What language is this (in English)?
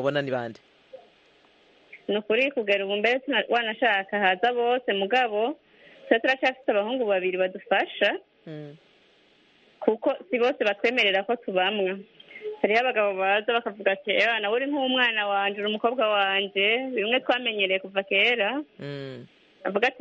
Kinyarwanda